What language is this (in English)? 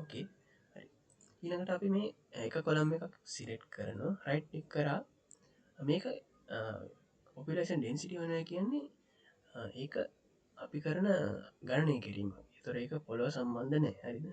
Sinhala